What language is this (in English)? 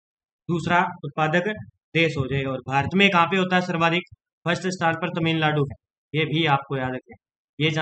Hindi